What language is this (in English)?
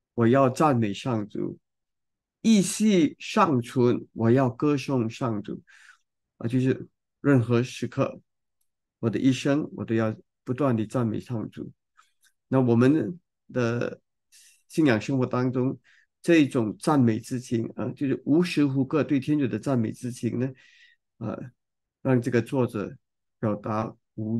Chinese